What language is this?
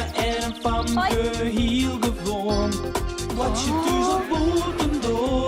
Western Frisian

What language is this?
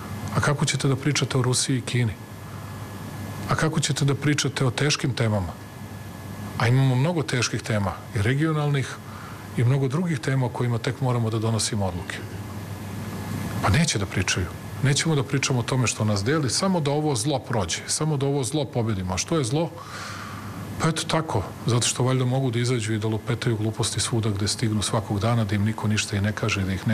Serbian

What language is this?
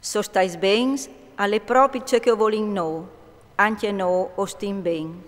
Friulian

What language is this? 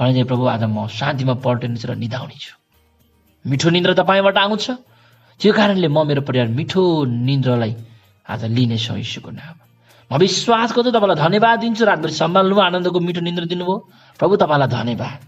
Nepali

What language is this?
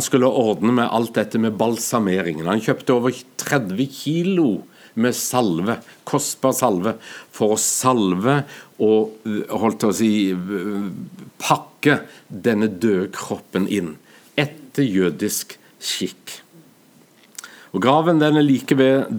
Norwegian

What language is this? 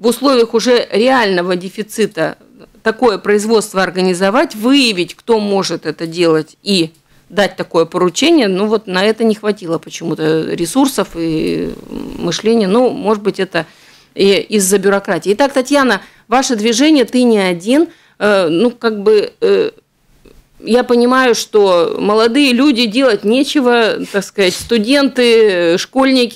Russian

